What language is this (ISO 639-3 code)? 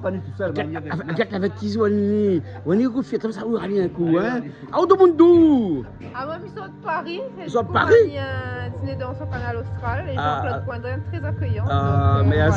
rcf